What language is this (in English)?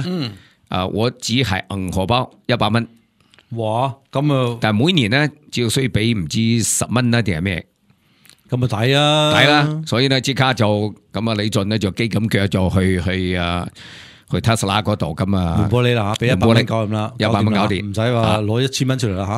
Cantonese